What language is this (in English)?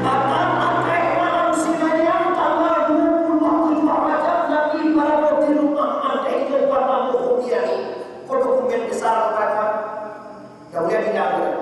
Minangkabau